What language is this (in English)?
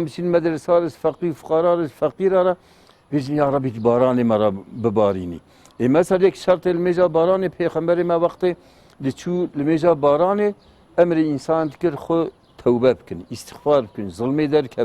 Kurdish